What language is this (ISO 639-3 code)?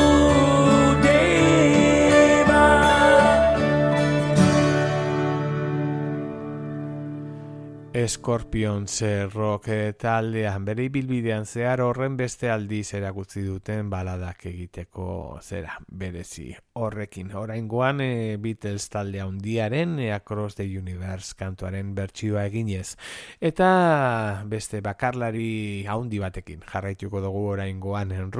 eus